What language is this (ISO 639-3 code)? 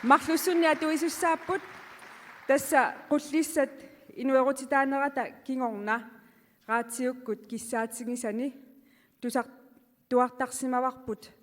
kal